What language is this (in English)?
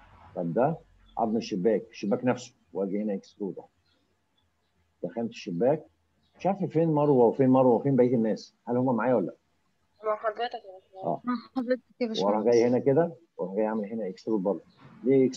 Egyptian Arabic